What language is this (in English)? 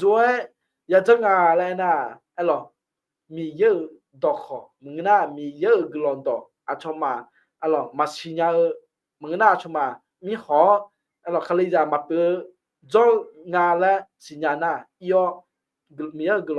Akha